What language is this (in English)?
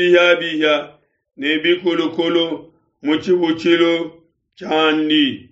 Luba-Lulua